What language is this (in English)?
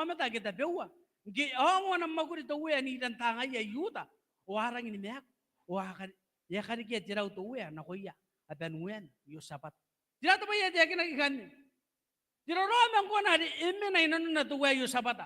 Gilbertese